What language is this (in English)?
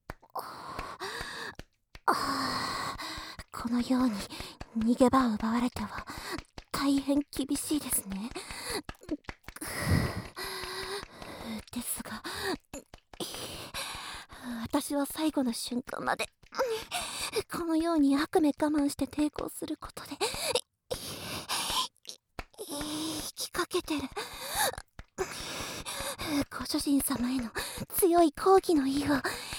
Japanese